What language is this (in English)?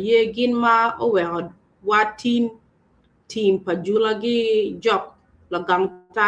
Acoli